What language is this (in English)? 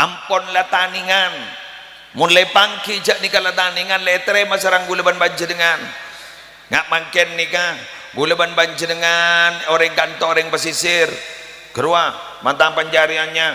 Madurese